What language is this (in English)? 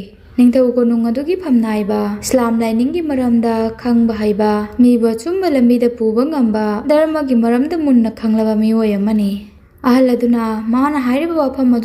Manipuri